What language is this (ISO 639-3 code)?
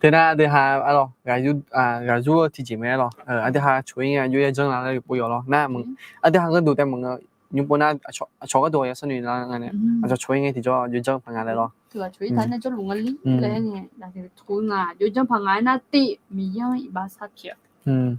ahk